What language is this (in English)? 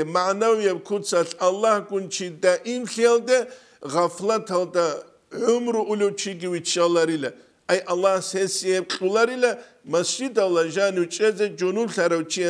Avaric